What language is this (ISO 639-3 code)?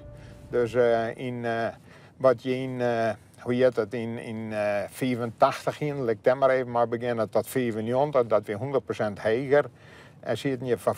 fry